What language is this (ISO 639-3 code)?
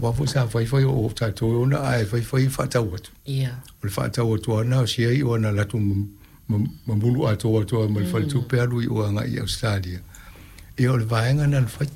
smo